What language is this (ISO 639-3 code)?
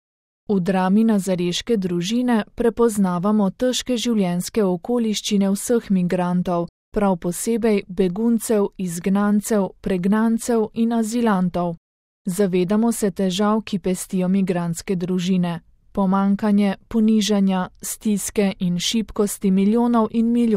slv